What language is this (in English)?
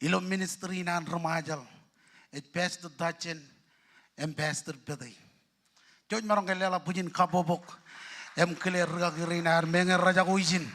Marshallese